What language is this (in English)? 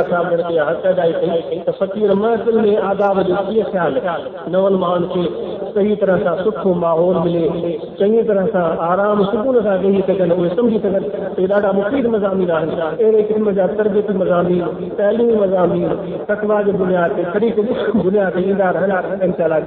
Sindhi